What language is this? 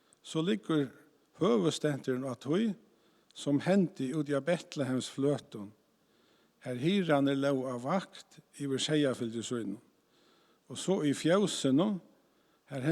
Faroese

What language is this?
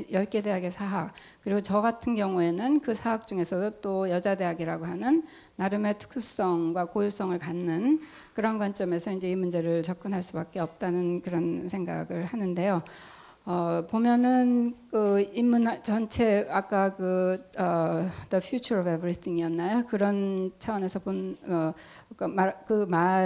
Korean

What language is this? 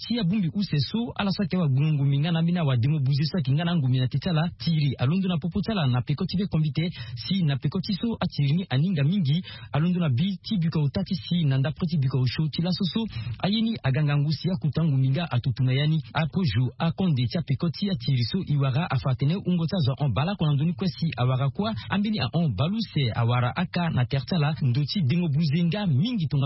Sango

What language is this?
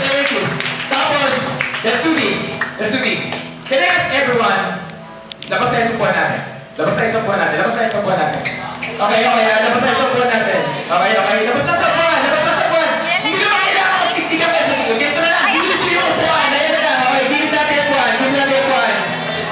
Filipino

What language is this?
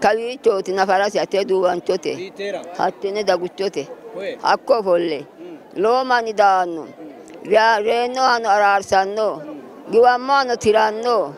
Sidamo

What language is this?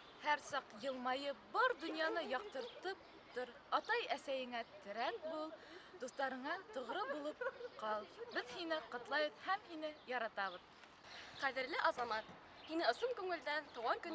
Bashkir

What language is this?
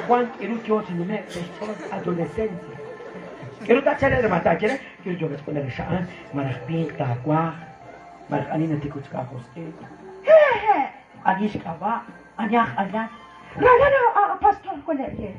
Kekchí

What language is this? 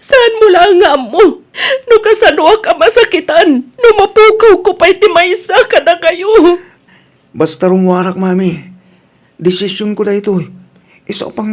Iloko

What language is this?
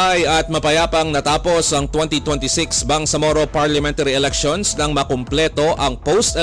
Filipino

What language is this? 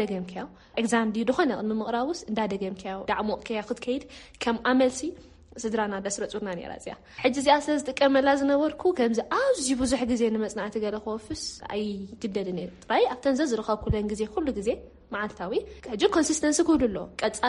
Tigrinya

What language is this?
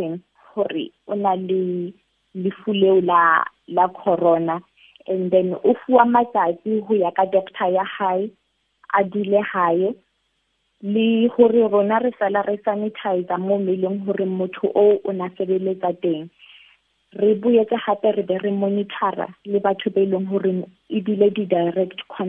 Southern Sotho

